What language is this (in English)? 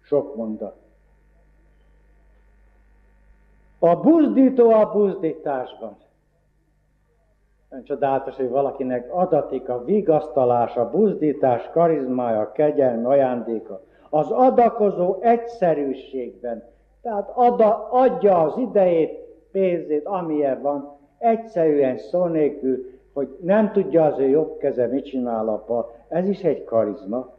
Hungarian